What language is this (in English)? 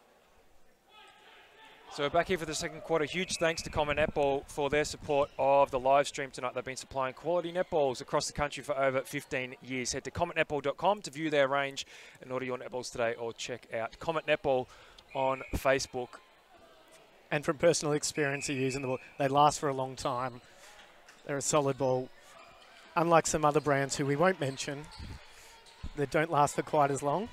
English